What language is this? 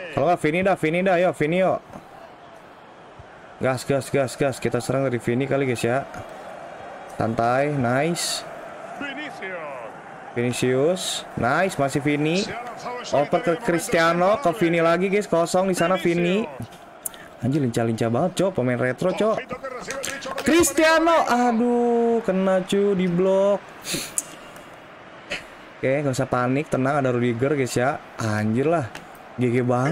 Indonesian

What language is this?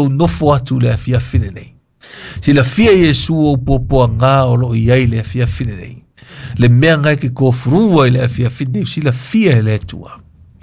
Samoan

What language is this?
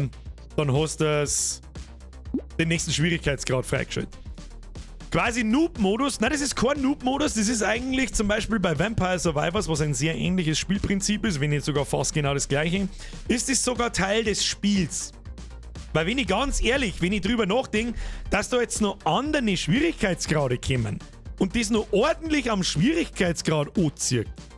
Bavarian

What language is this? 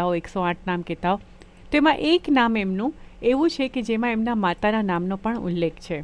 Gujarati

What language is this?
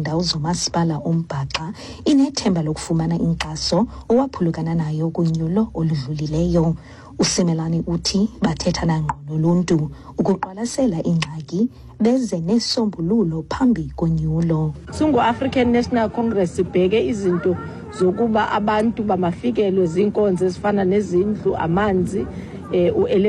Xhosa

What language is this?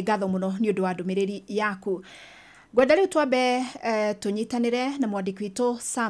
Kikuyu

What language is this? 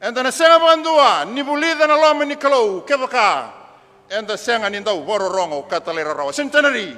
Fijian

